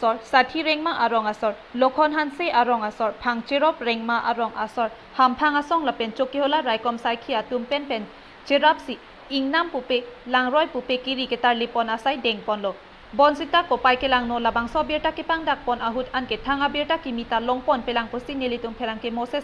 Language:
Karbi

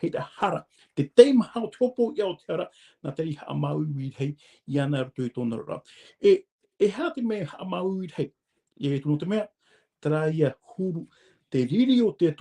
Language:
Tahitian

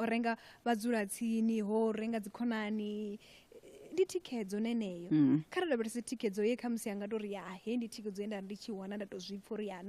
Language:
Venda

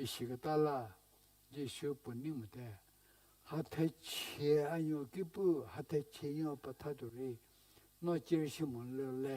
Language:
Angami Naga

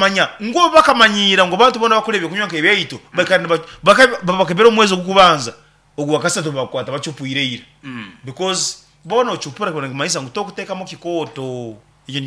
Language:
Nyankole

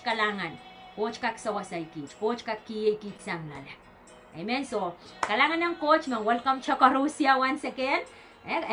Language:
Pohnpeian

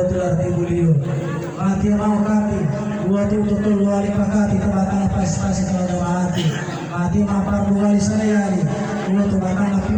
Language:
Gorontalo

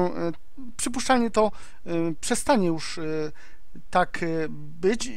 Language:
Polish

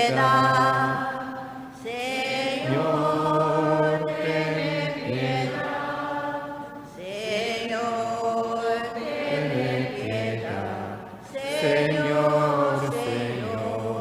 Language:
Papiamento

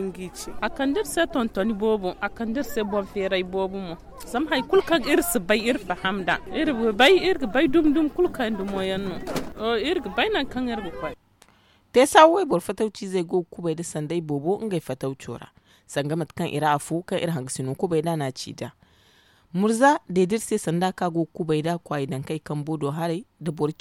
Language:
Zarma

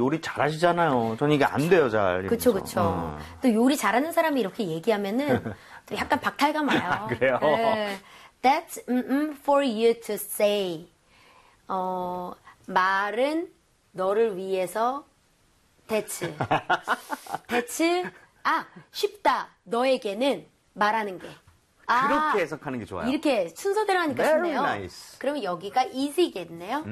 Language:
Korean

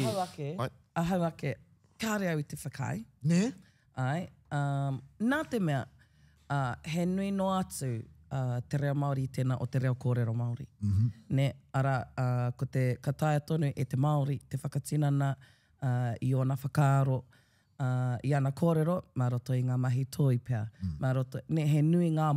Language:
Māori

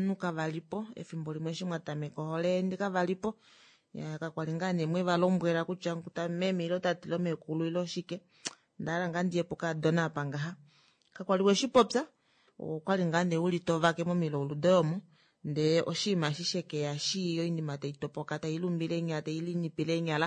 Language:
Kuanyama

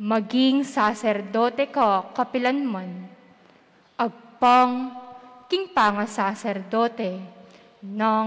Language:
Pampanga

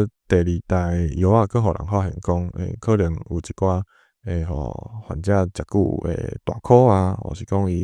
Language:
Min Nan Chinese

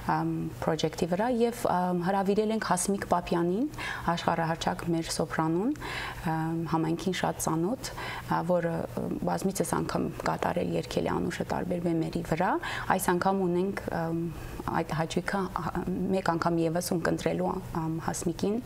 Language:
Western Armenian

